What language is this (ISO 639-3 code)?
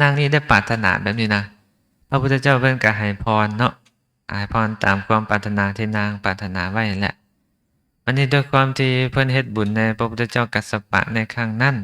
lao